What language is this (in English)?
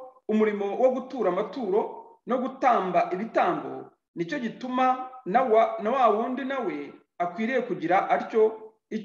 Kinyarwanda